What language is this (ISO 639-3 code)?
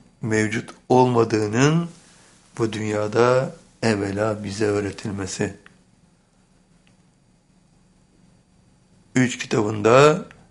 tur